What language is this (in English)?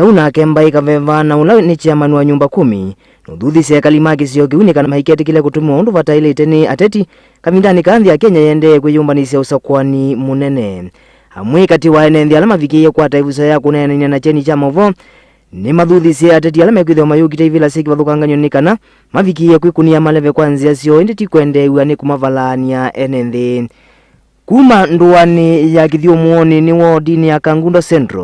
Kamba